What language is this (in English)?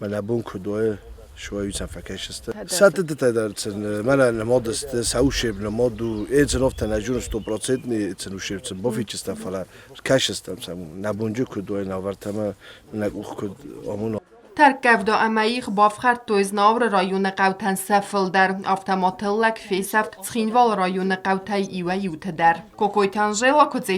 Ossetic